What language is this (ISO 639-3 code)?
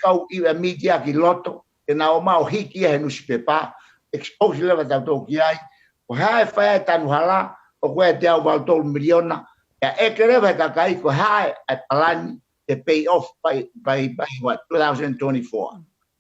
ton